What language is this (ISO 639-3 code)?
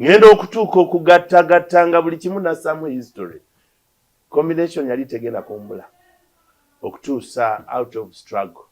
lug